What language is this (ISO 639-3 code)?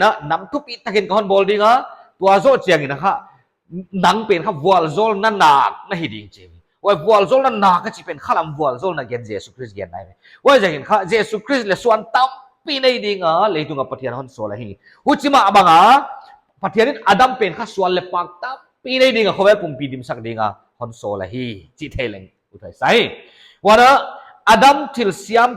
pck